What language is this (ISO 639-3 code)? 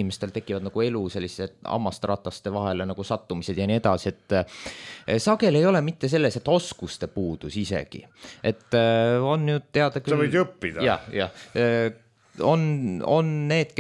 est